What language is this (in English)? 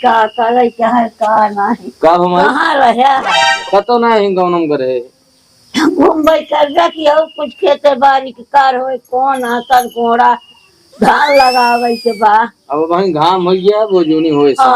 Awadhi